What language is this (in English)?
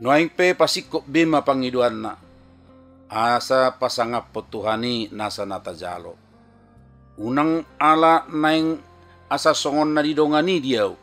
Batak Toba